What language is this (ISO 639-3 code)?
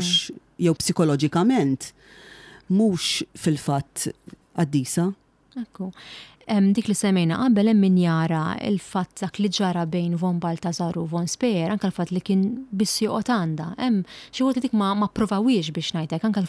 mlt